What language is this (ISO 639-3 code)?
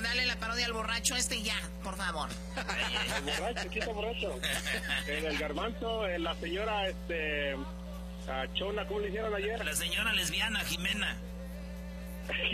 spa